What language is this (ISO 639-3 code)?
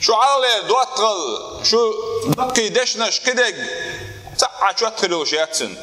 che